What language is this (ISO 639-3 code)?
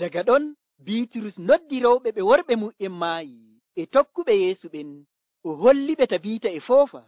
fuv